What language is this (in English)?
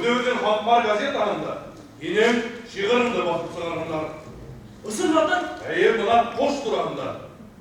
Bashkir